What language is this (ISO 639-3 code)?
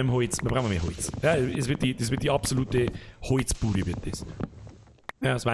bar